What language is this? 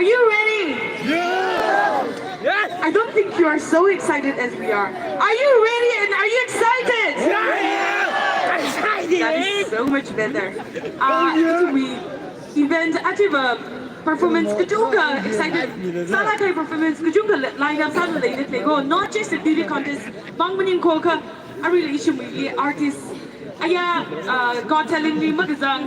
Tangkhul Naga (India)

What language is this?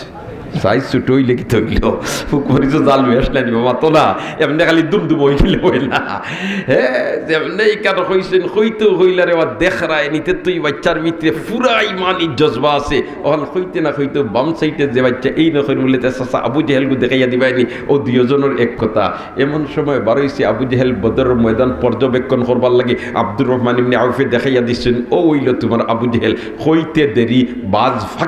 Sylheti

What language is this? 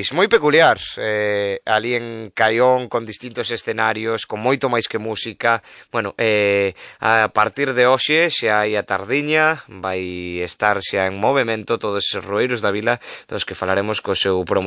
Galician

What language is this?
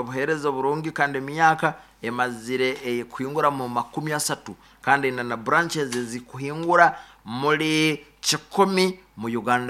Nyoro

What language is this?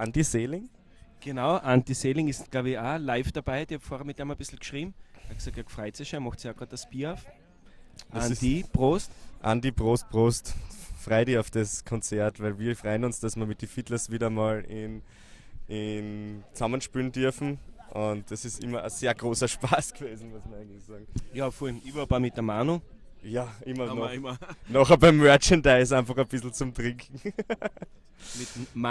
Bavarian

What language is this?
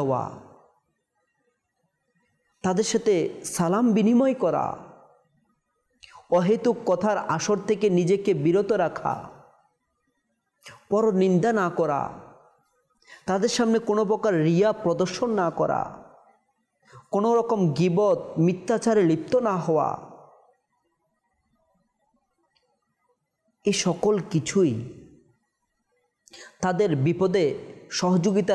Bangla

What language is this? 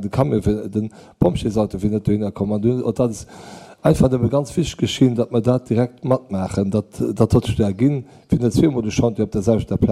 Luxembourgish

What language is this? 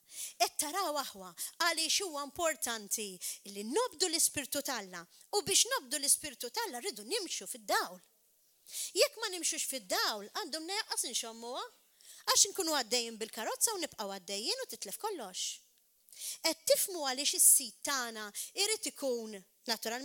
Maltese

